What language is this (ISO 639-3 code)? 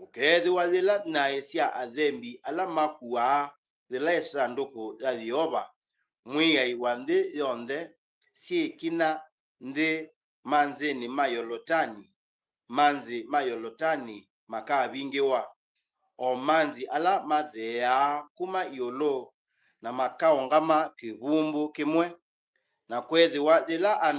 kam